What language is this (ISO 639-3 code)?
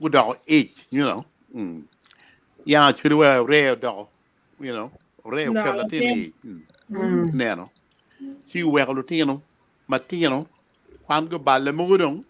ach